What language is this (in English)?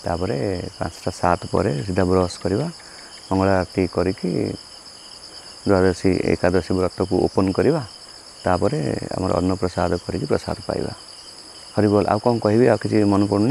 Odia